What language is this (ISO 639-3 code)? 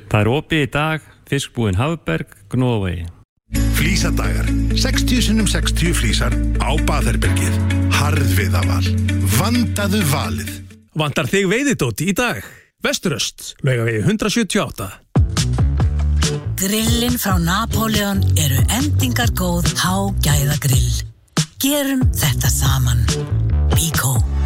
isl